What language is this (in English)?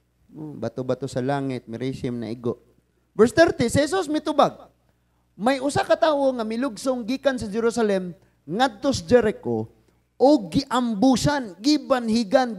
Cebuano